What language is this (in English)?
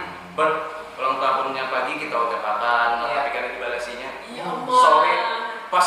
Banjar